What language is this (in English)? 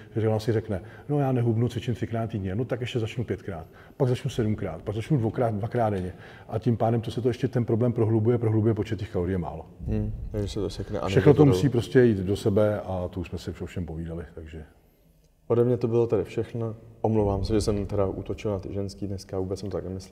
Czech